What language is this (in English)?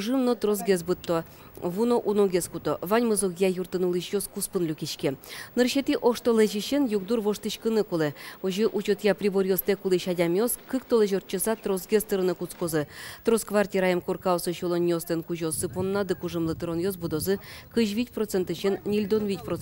Udmurt